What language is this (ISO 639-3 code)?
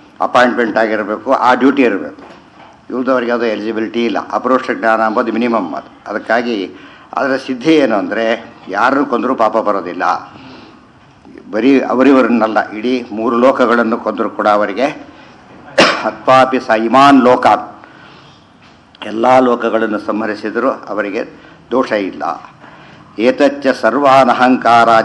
kan